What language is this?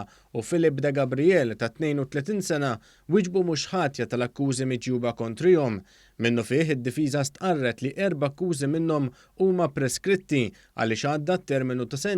Maltese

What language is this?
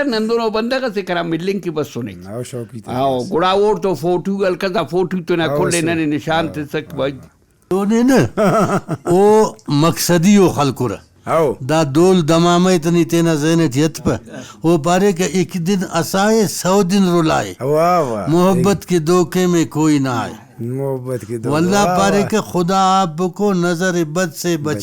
Brahui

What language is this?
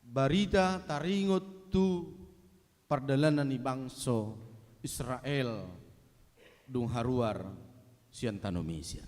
Batak Toba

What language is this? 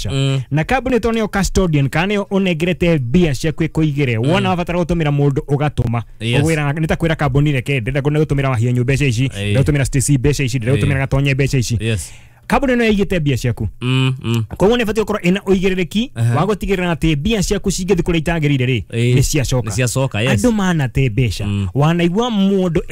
Kikuyu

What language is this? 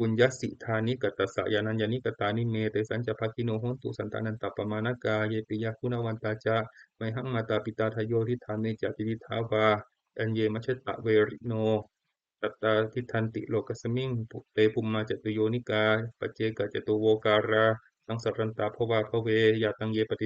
Pali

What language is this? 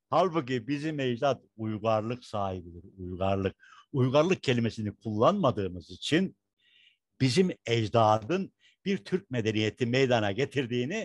Turkish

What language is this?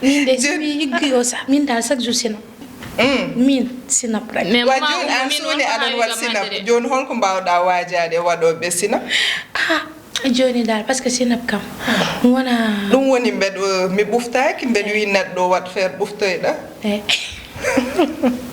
Fula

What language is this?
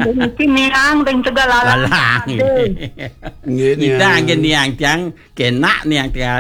Balinese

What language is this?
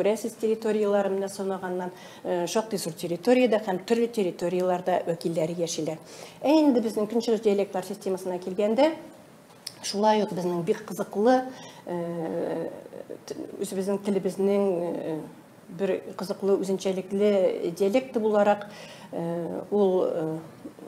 Tatar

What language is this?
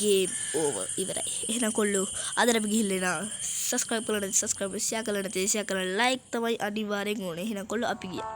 Sinhala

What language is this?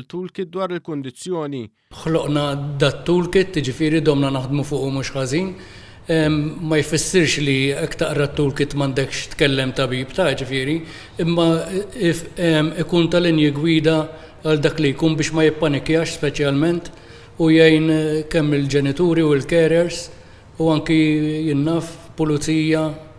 Maltese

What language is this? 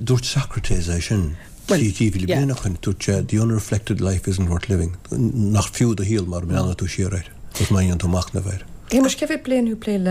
Irish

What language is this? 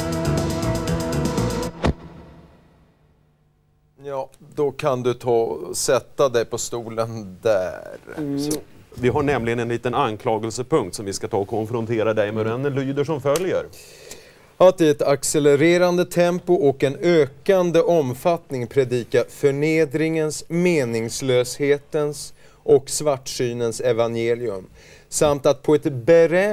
Swedish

